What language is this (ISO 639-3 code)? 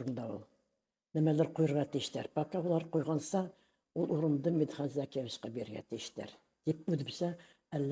bak